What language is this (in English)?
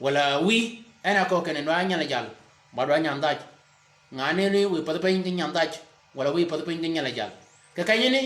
Shilluk